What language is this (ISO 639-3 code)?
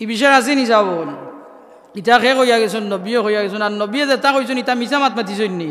syl